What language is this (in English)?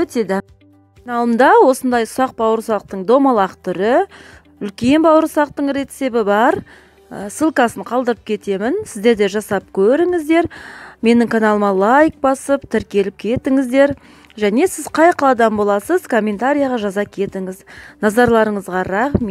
Kazakh